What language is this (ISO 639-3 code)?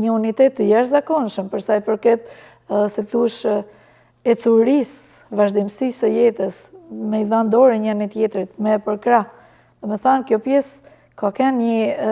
sqi